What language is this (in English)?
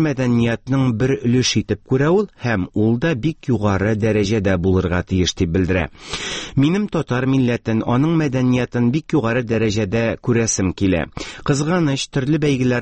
Tatar